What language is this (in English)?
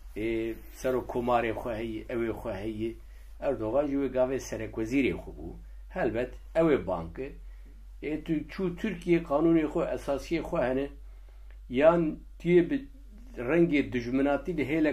Kurdish